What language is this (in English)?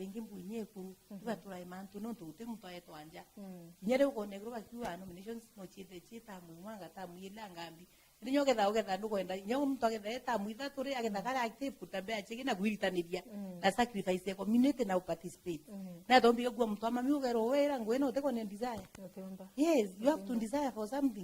Meru